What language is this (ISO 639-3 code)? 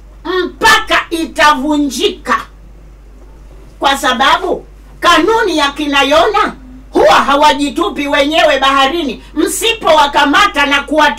swa